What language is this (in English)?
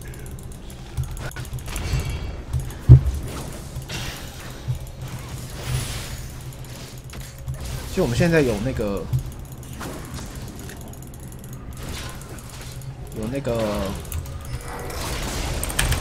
Chinese